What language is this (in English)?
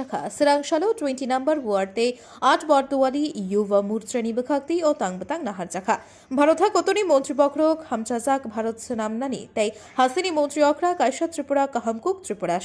Kok Borok